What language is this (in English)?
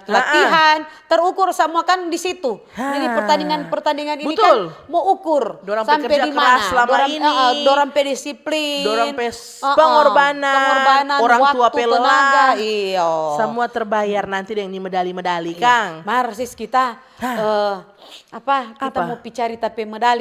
Manado Malay